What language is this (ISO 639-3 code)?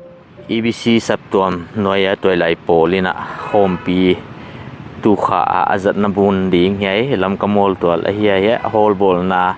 pck